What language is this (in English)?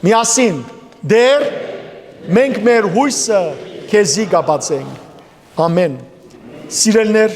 Western Armenian